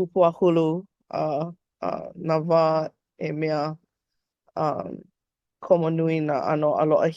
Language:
Hawaiian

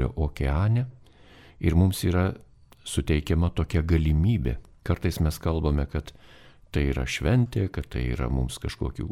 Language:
Lithuanian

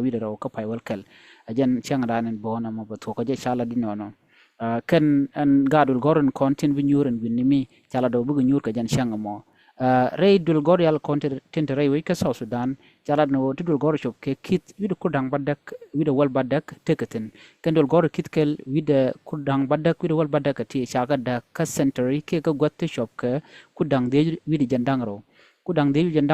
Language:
Nuer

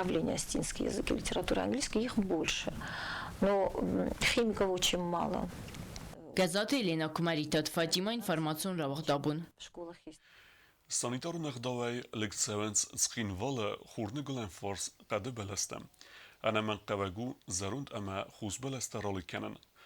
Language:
Ossetic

